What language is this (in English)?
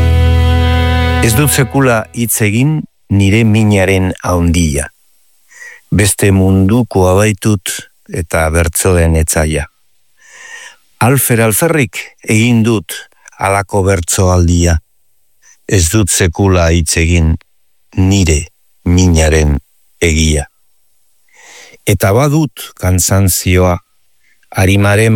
Basque